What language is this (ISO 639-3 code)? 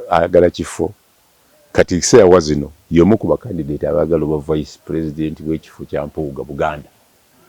lug